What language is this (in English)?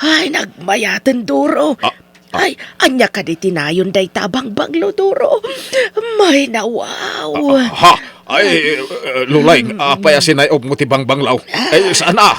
Iloko